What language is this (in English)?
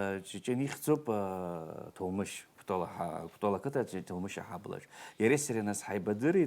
Abkhazian